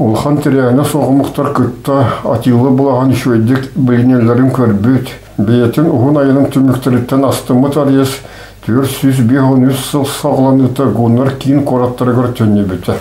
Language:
Yakut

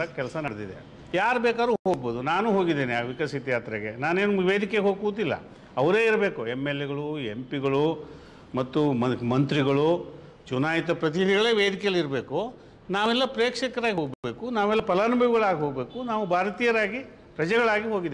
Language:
Kannada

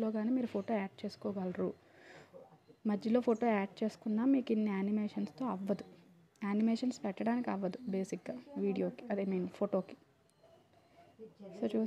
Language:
Telugu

